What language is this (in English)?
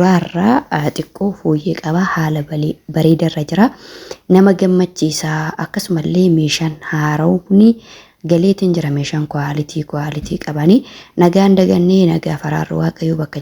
Oromo